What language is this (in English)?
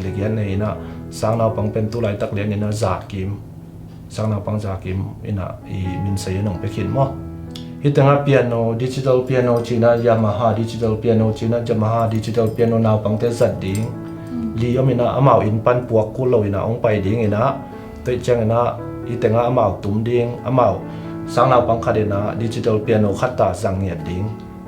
Tedim Chin